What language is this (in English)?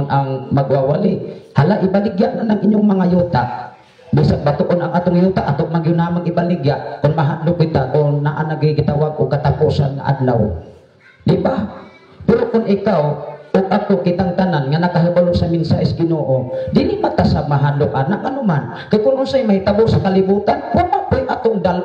Cebuano